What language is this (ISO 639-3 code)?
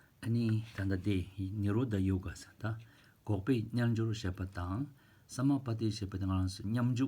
bod